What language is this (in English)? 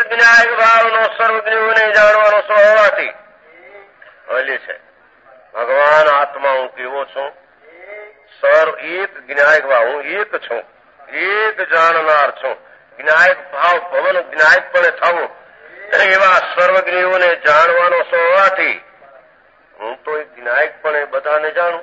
Gujarati